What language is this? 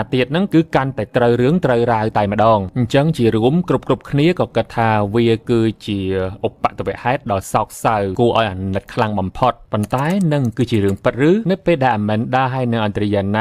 Khmer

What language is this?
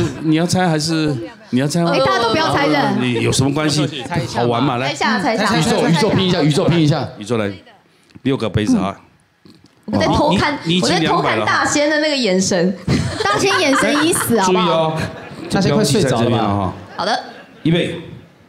Chinese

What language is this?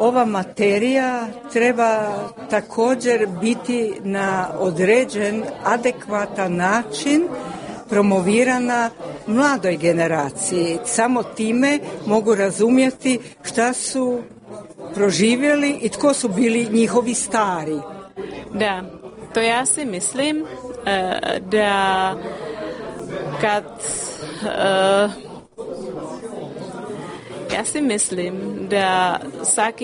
Croatian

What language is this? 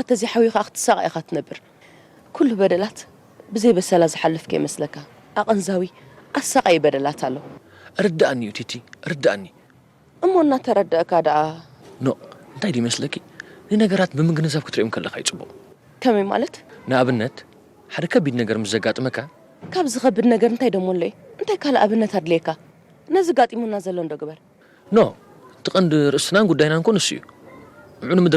Tigrinya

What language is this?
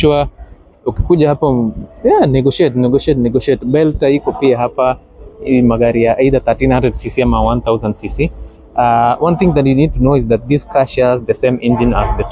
Swahili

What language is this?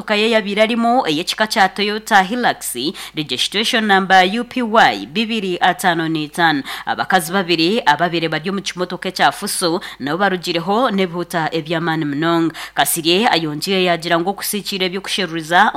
Nyankole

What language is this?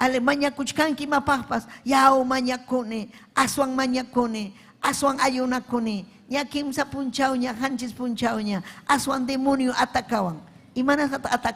Ayacucho Quechua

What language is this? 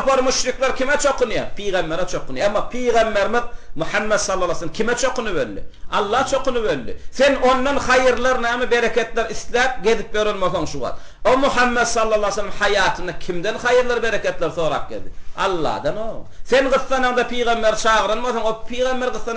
Turkmen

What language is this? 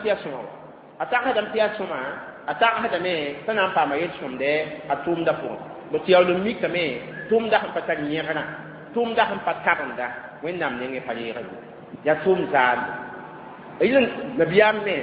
Mossi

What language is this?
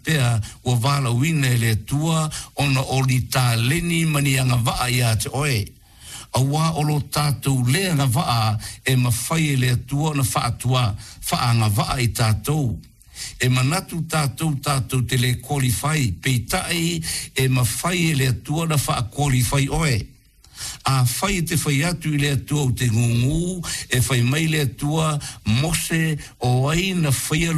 Samoan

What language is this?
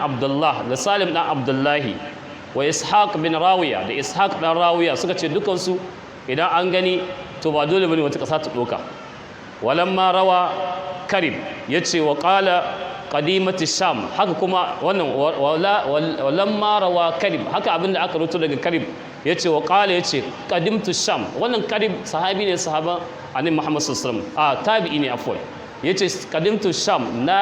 Hausa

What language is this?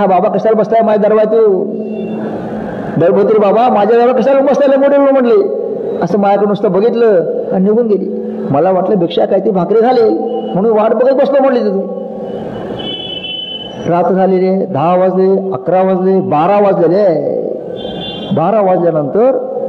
Marathi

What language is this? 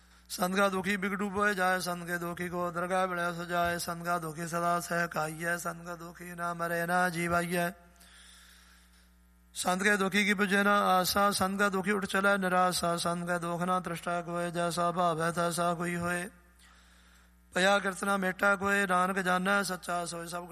Punjabi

